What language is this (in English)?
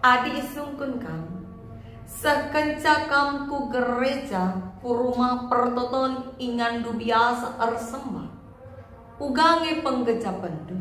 Batak Karo